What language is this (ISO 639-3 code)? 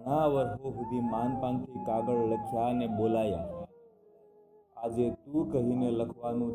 guj